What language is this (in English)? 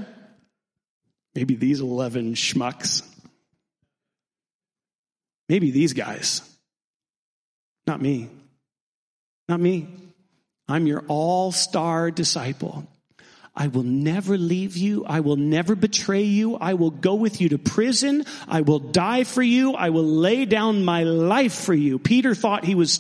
English